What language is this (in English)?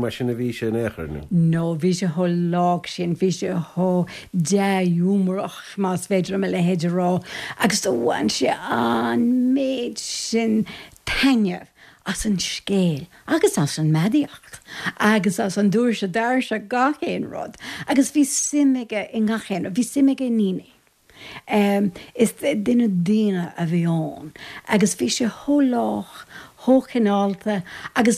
Irish